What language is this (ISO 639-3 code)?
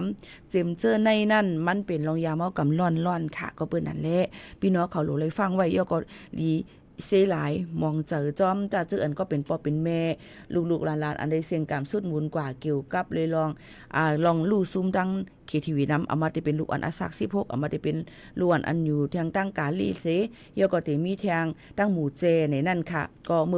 shn